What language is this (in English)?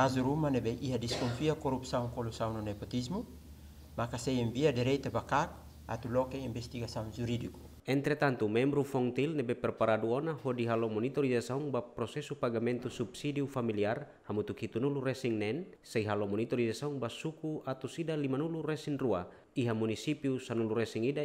Tetum